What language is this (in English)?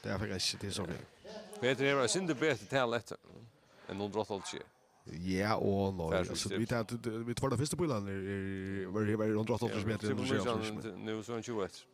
Faroese